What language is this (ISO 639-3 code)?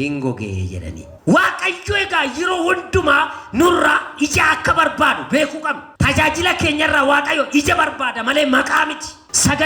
orm